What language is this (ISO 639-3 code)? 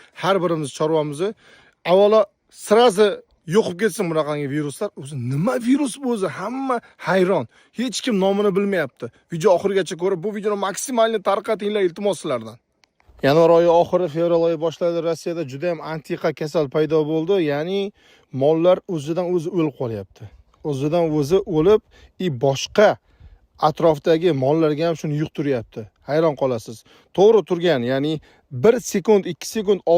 uzb